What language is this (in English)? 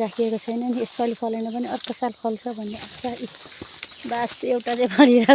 Nepali